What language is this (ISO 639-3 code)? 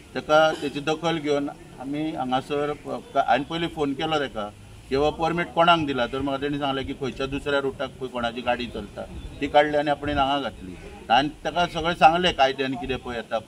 kok